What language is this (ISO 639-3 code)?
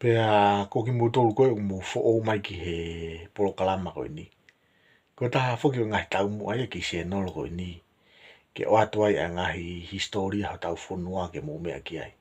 ton